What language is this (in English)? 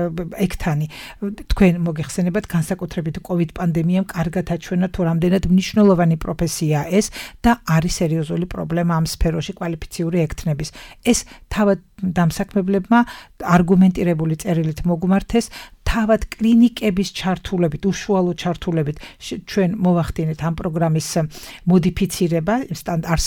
Georgian